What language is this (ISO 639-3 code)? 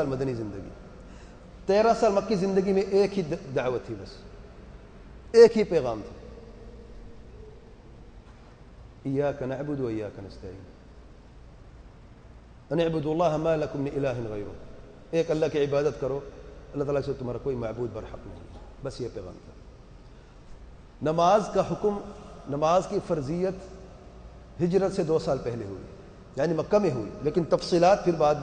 urd